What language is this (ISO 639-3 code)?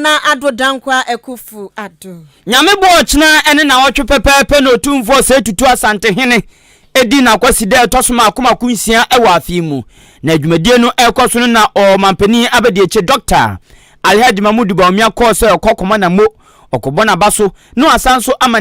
aka